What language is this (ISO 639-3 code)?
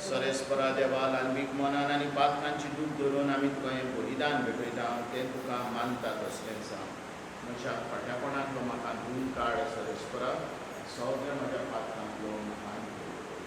kok